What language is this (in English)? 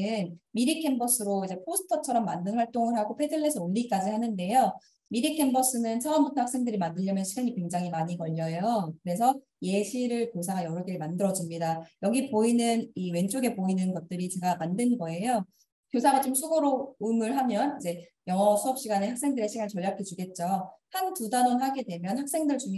Korean